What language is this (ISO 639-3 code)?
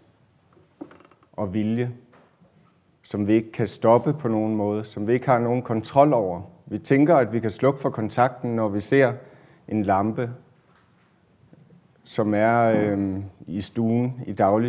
dan